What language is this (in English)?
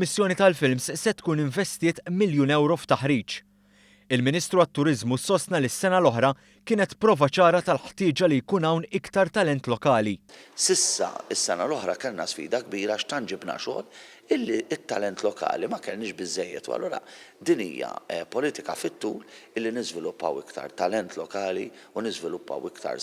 Maltese